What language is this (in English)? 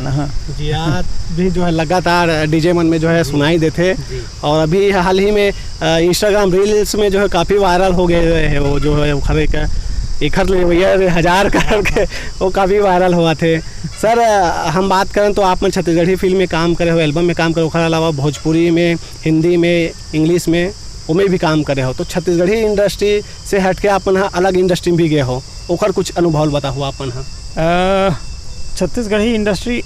Chhattisgarhi